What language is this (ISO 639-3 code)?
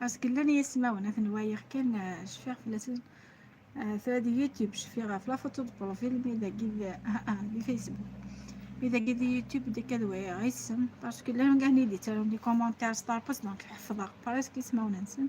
kab